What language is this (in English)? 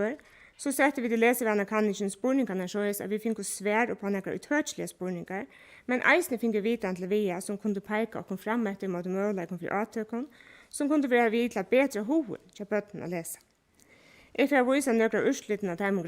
Faroese